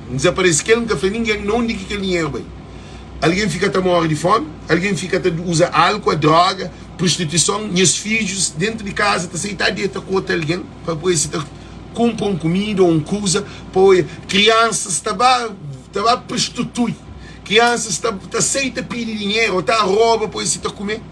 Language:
Kabuverdianu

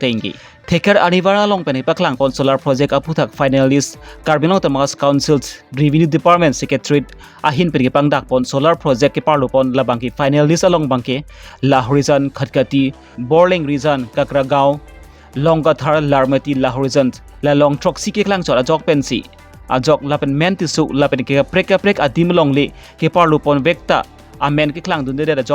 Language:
Karbi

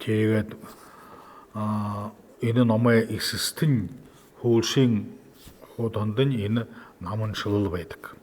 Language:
Buriat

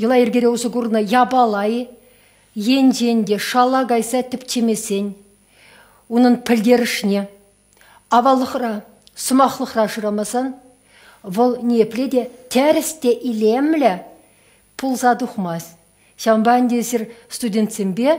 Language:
Chuvash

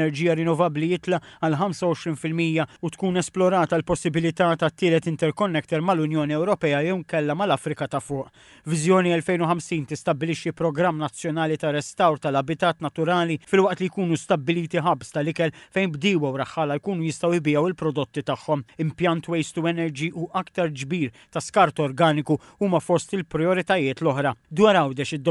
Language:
Maltese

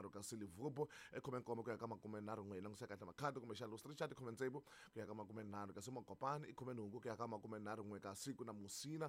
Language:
Tsonga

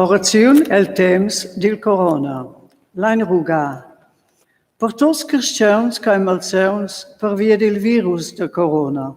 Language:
Romansh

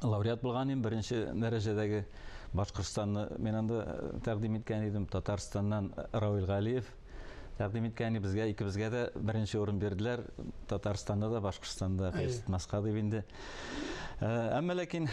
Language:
Tatar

